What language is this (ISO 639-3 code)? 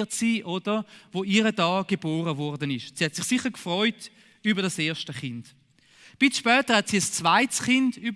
gsw